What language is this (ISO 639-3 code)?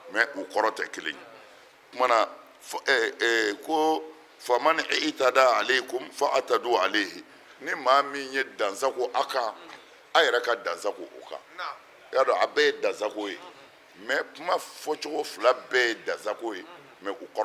bam